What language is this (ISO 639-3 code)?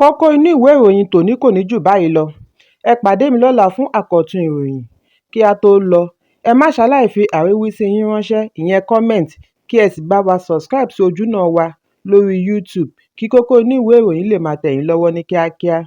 yor